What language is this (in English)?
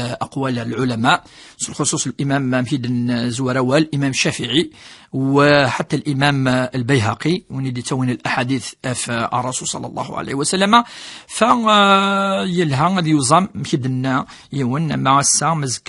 Kabyle